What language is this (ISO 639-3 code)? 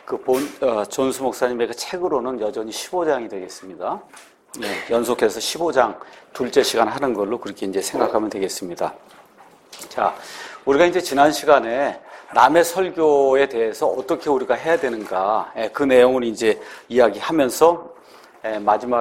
kor